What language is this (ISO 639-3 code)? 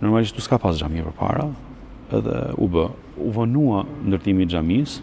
sqi